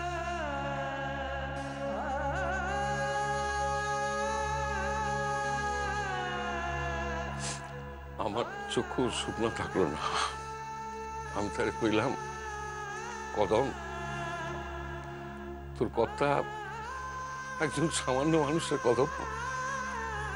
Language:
Bangla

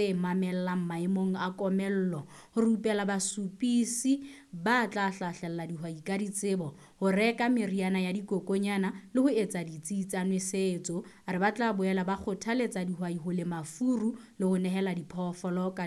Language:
Southern Sotho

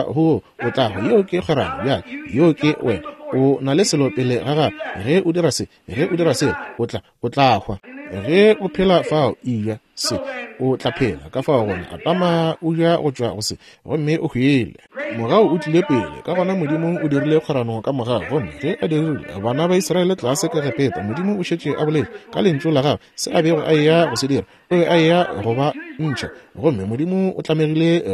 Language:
Northern Sotho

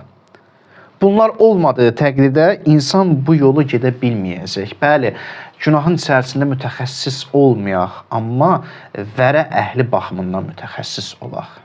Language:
Azerbaijani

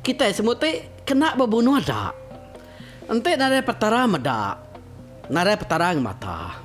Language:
Iban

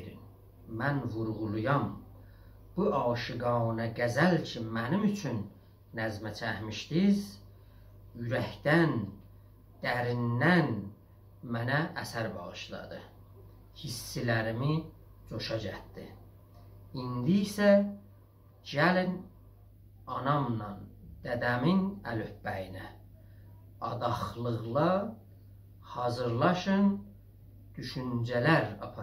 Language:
South Azerbaijani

